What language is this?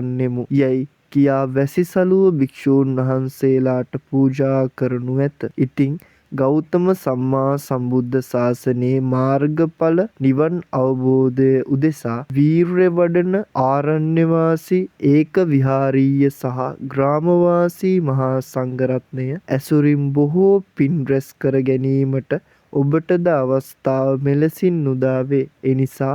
Sinhala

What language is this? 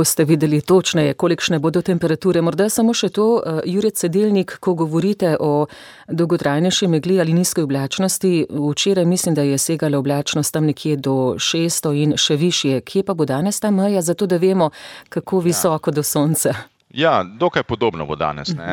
Slovenian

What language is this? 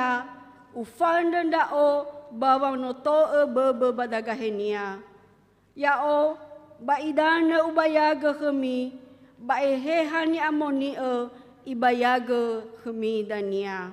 Nias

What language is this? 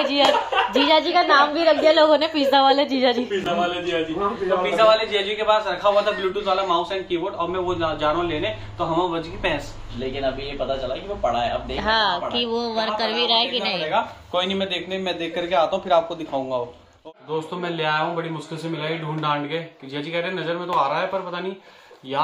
Hindi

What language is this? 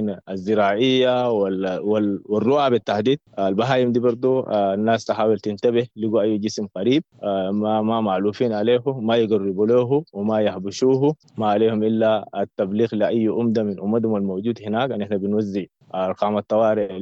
Sudanese Arabic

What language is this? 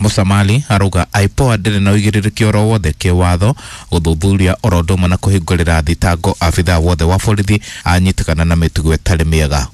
Kikuyu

